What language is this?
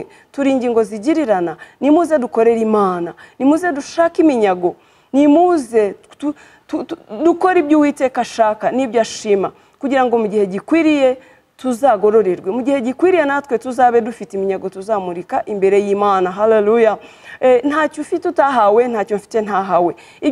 Kinyarwanda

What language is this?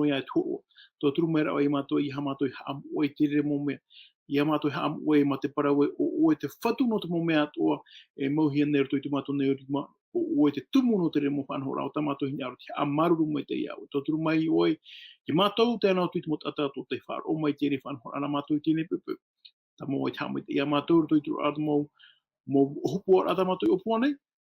Tahitian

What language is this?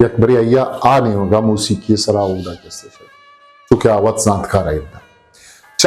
Eastern Balochi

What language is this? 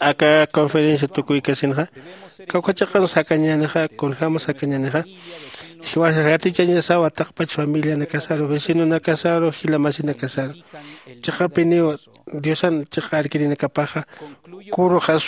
Aymara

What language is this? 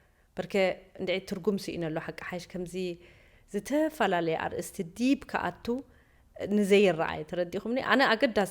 Tigrinya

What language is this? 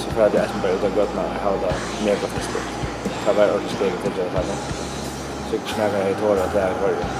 Faroese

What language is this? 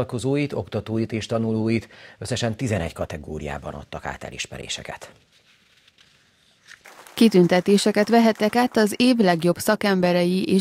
Hungarian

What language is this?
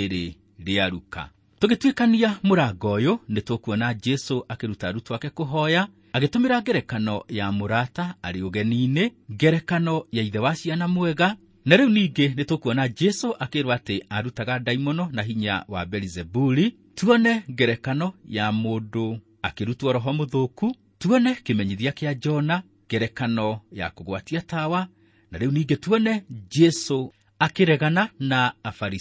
Kikuyu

